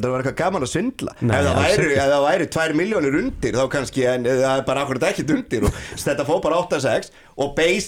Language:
Icelandic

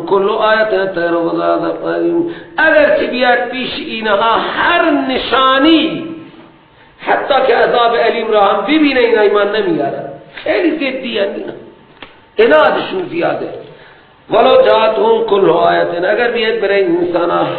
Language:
Persian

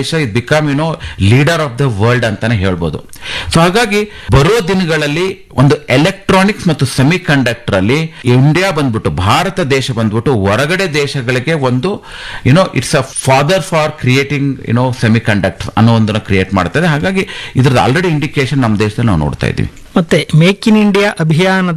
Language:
Kannada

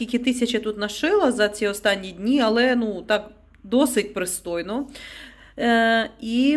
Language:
Ukrainian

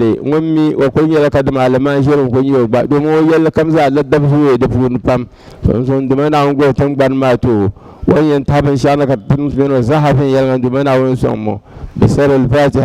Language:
Dagbani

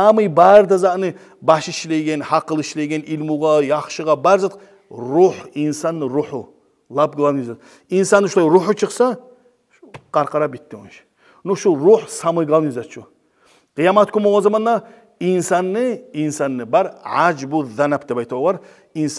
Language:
Kumyk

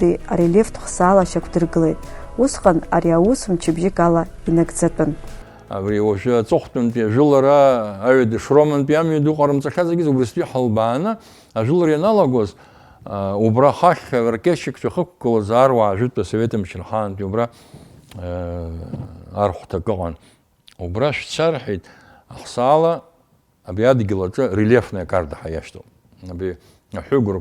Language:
Abkhazian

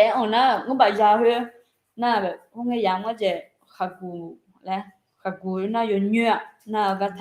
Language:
Akha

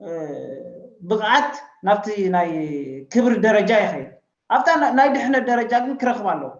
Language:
Tigrinya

